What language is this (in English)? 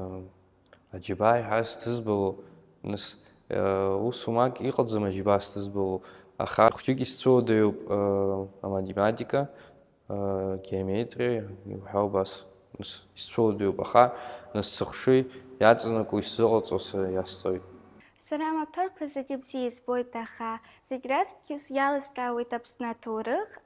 Abkhazian